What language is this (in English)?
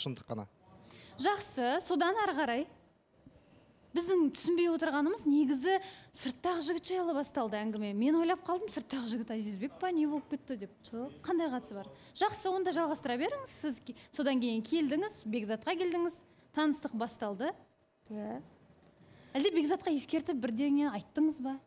Kazakh